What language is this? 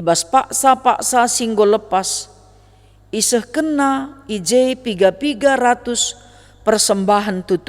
Batak Karo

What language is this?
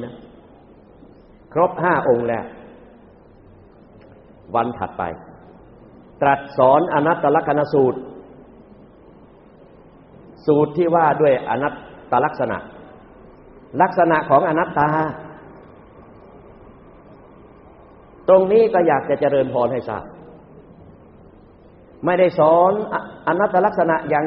Thai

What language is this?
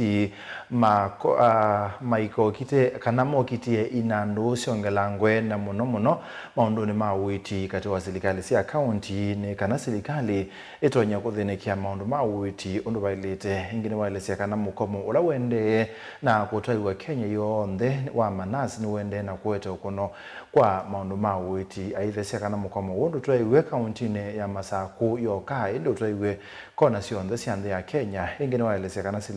Kamba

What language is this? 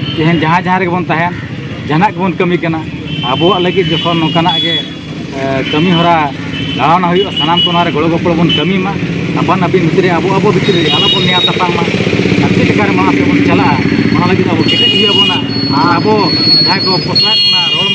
Santali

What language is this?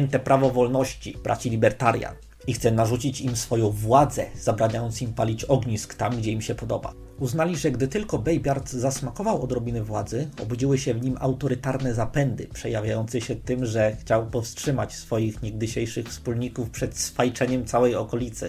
Polish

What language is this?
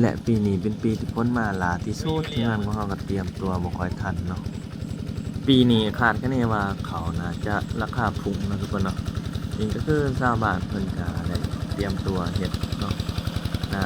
Lao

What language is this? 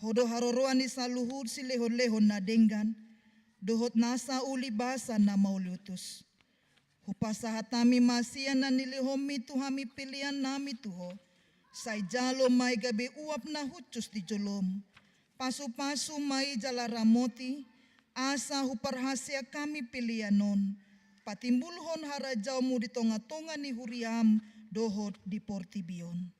Batak Toba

